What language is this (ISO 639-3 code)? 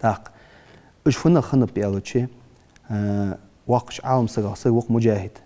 inh